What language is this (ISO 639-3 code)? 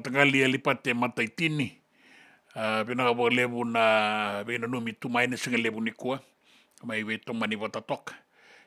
fij